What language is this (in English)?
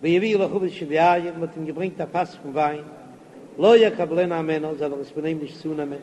Yiddish